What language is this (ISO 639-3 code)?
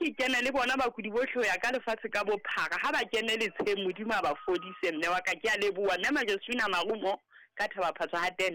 sot